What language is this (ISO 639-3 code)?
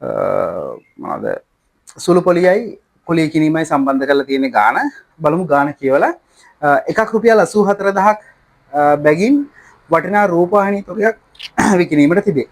sin